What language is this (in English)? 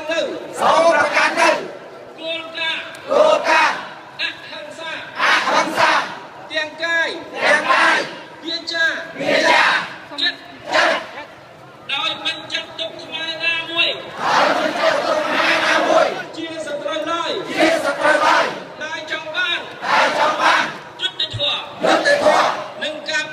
Khmer